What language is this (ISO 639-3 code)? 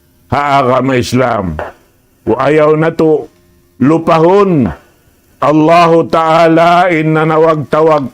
tsg